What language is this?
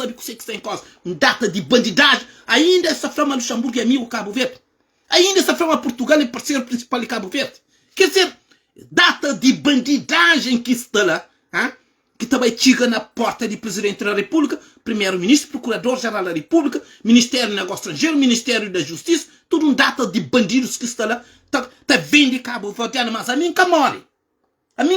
Kabuverdianu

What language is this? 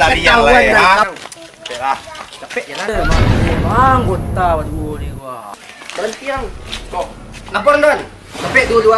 Minangkabau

